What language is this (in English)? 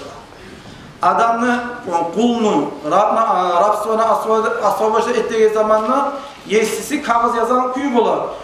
Kumyk